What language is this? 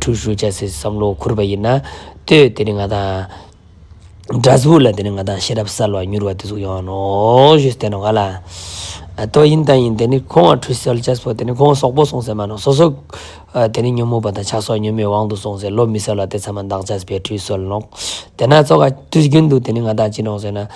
Ladakhi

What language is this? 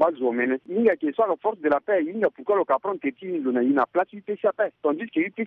Sango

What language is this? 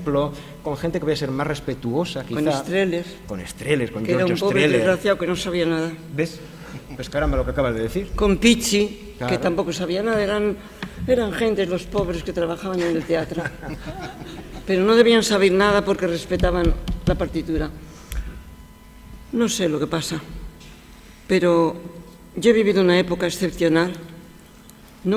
Spanish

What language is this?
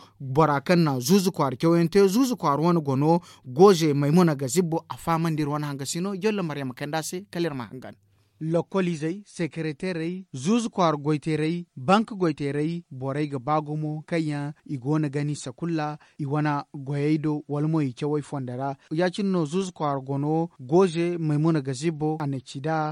Zarma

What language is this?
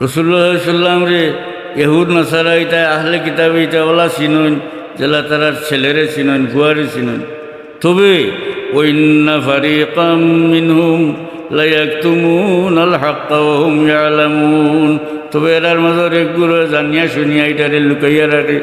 Sylheti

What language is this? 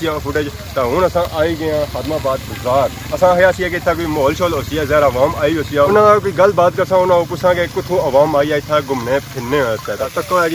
Pahari-Potwari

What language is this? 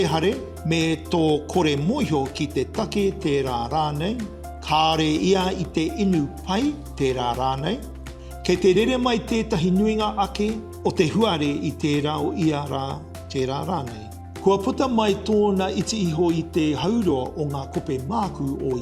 Māori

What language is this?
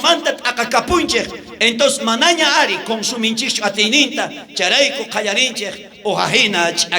South Bolivian Quechua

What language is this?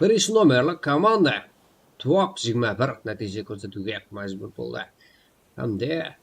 Kara-Kalpak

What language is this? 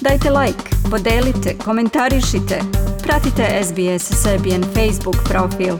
Serbian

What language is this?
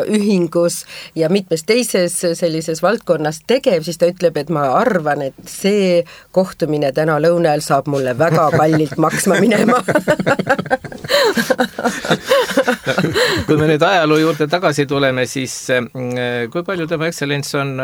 Estonian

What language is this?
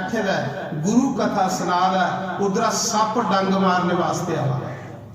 Dogri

